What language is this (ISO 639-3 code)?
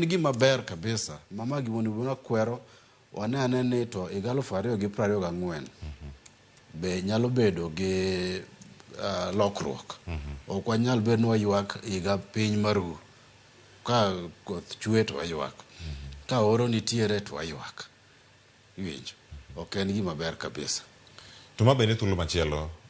luo